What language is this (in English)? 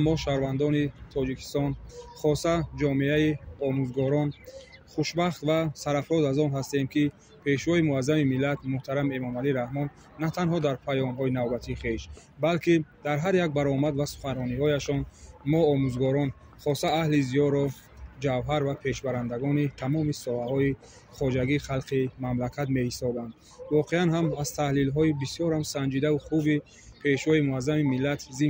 Tajik